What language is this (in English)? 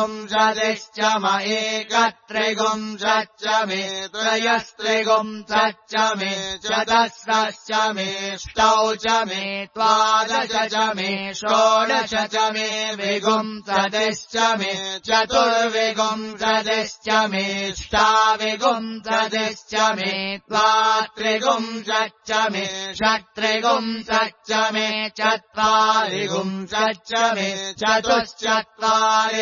Sanskrit